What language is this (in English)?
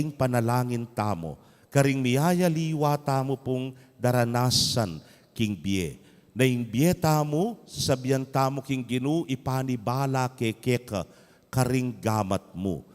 Pampanga